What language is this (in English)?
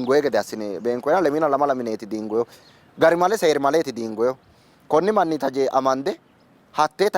Sidamo